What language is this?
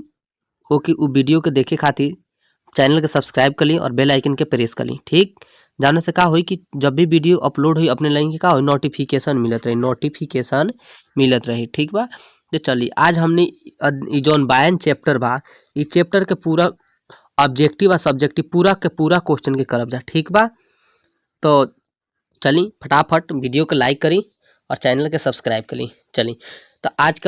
Bhojpuri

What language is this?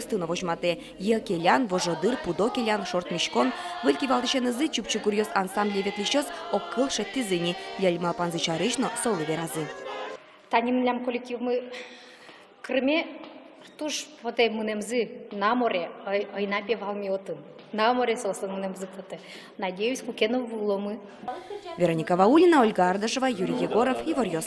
Udmurt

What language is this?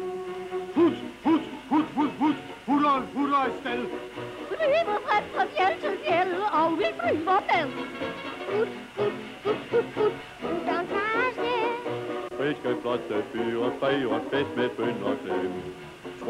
Danish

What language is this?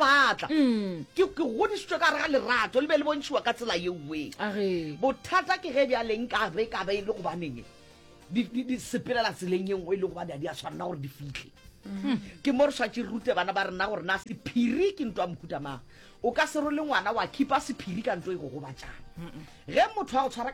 Northern Sotho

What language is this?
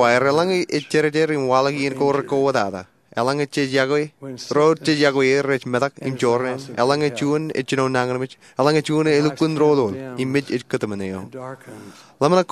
Marshallese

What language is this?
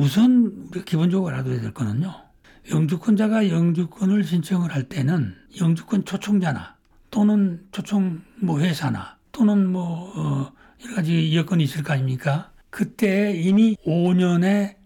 Korean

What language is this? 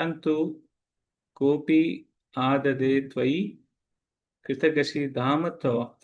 Konkani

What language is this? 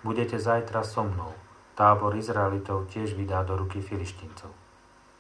Slovak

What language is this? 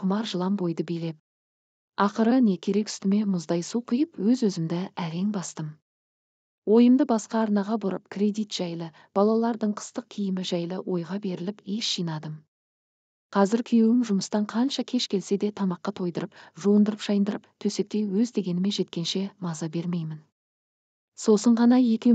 Kazakh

